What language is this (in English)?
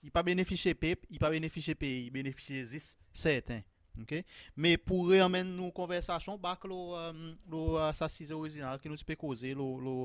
Seselwa Creole French